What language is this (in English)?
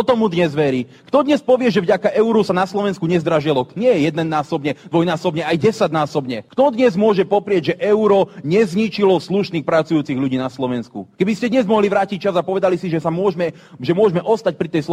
Slovak